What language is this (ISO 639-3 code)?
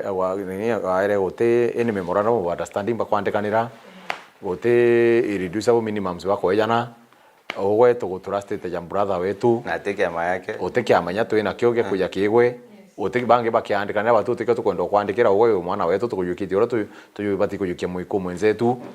mer